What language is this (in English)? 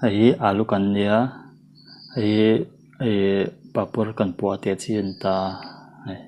Mizo